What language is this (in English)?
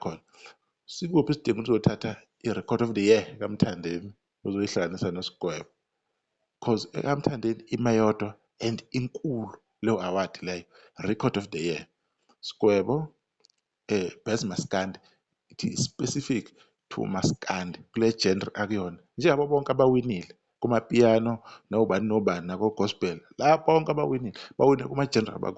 Zulu